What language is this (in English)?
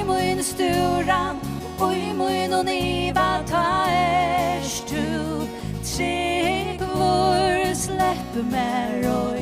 Faroese